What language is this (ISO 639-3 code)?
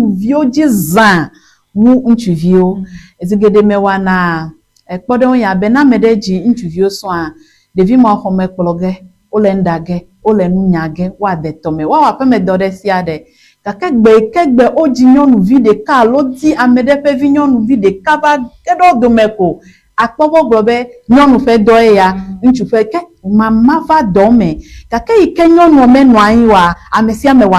ewe